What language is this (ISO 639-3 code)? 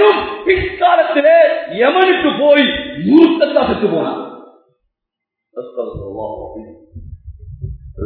tam